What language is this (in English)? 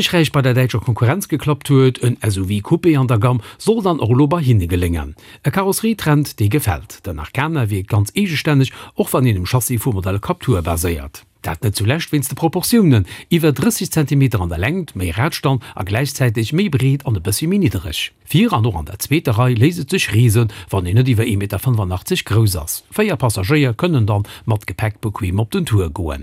Luxembourgish